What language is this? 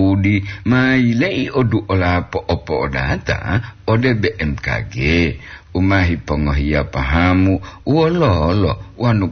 Gorontalo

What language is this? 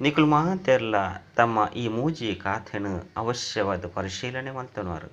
Tulu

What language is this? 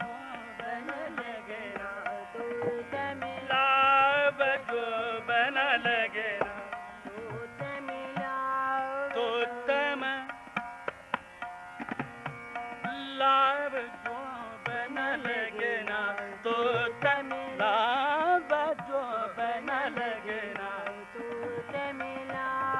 Hindi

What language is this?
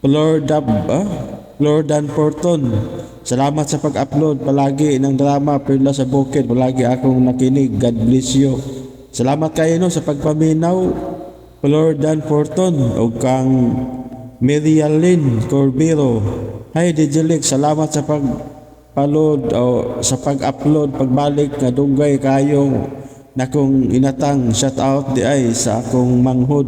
Cebuano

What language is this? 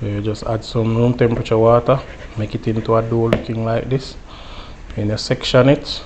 Jamaican Creole English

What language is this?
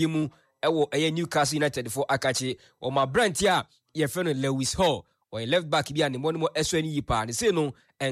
Akan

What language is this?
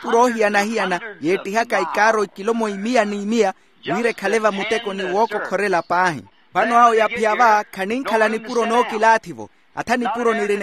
Makhuwa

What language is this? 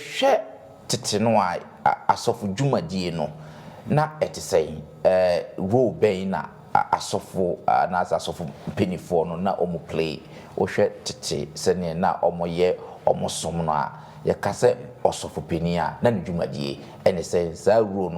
Akan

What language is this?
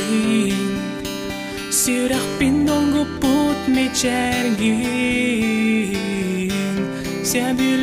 Yakut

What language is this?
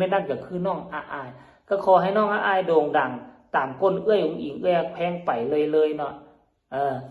Northeastern Thai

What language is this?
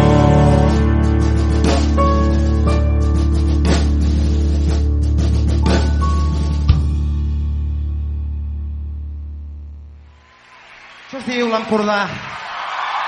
Catalan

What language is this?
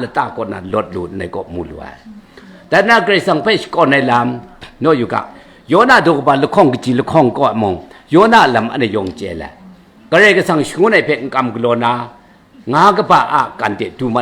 Kachin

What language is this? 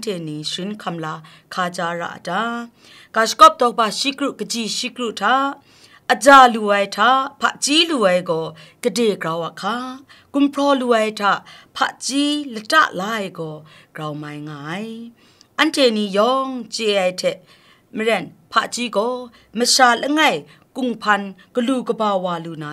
Kachin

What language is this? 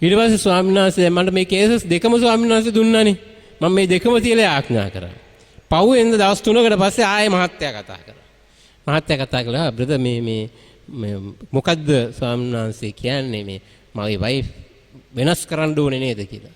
Sinhala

